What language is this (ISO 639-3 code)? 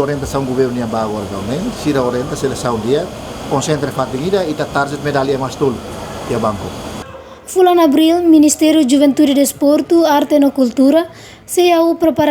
tet